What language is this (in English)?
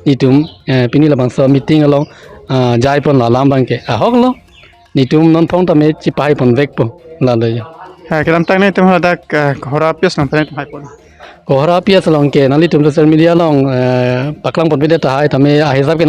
Karbi